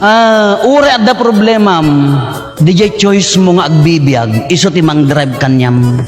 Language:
Iloko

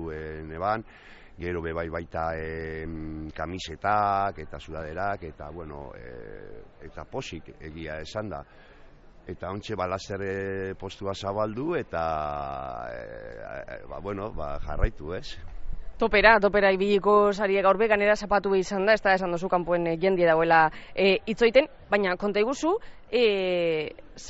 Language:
Basque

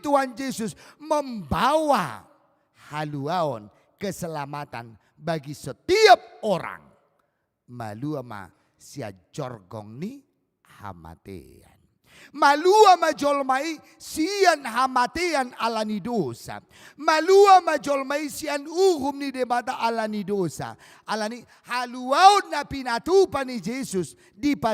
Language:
Batak Toba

